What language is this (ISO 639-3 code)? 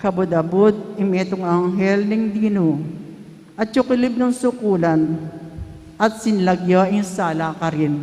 pam